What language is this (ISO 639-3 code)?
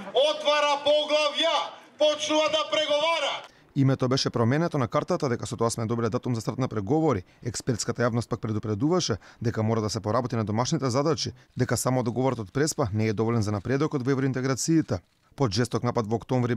mkd